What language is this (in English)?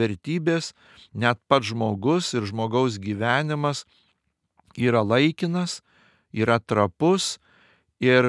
Lithuanian